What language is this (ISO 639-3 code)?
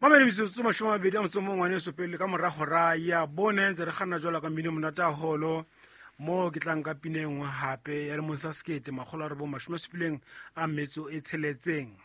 sot